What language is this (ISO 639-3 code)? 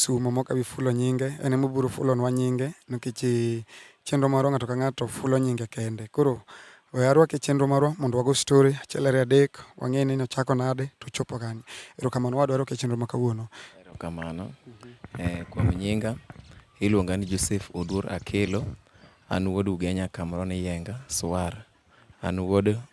luo